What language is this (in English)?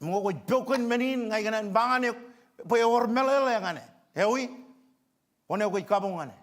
Marshallese